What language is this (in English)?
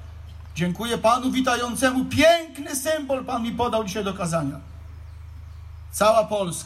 Polish